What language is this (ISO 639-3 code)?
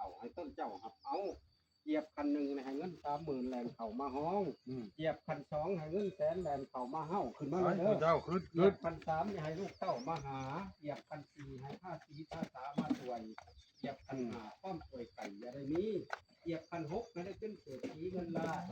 lao